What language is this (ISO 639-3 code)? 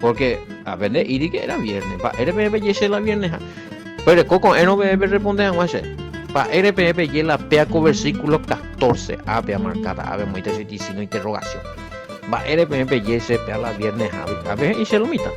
grn